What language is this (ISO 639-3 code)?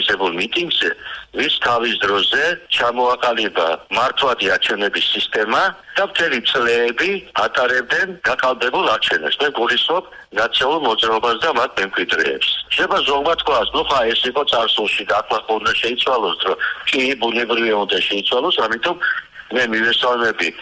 kat